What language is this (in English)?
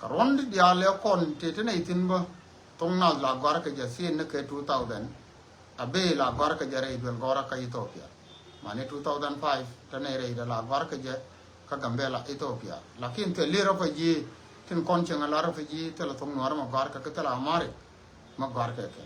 Nuer